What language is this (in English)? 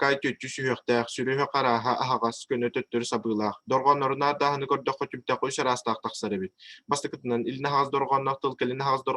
Yakut